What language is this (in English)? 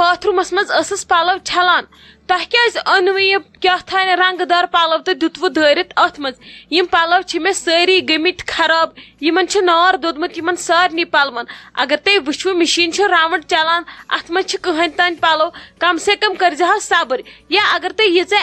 Kashmiri